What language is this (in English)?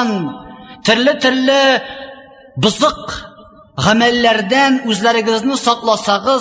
Tatar